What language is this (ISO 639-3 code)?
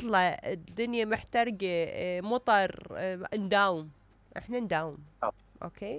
acm